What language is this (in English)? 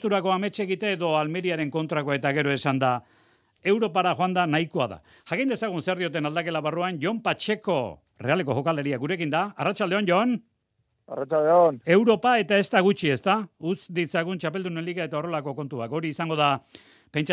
Basque